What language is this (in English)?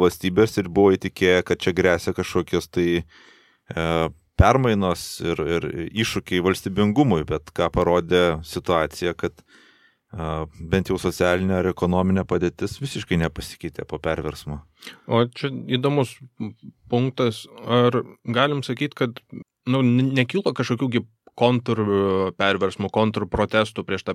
Lithuanian